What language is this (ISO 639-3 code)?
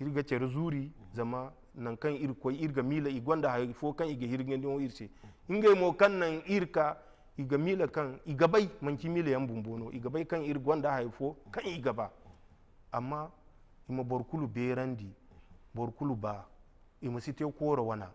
dje